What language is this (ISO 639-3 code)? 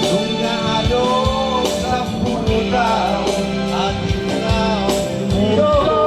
bbc